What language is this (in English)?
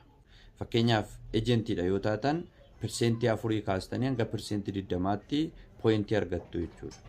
Oromo